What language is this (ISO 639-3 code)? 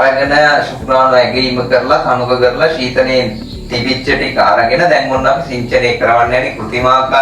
sin